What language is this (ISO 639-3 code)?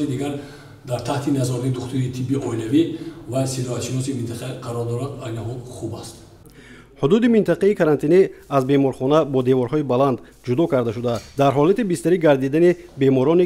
tgk